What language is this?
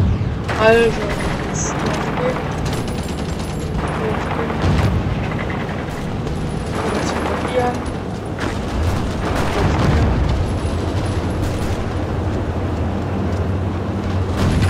German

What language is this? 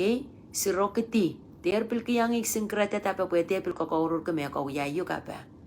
Pohnpeian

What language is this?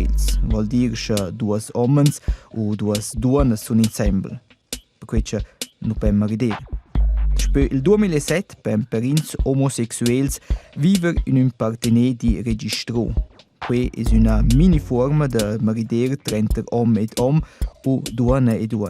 Romansh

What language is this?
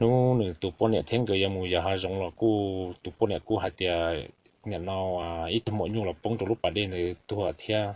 Hmong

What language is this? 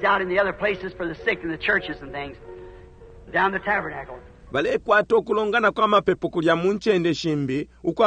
Bemba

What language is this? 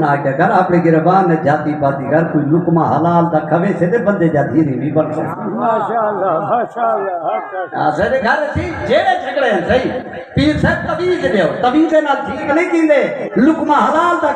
Saraiki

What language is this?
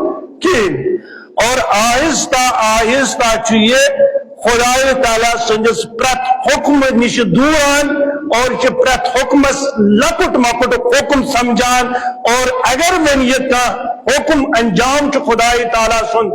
Kashmiri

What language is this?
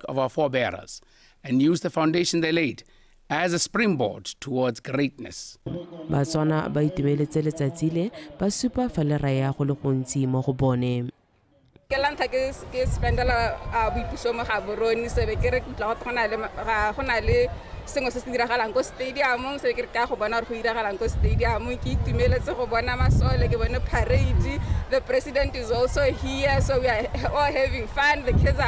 Tswana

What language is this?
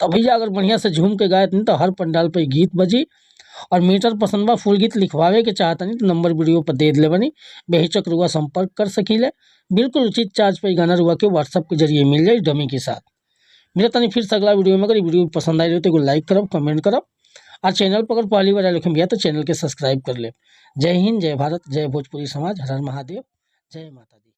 Bhojpuri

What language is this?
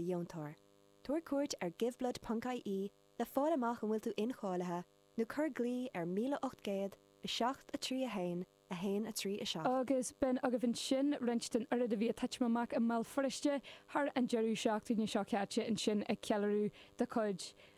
Irish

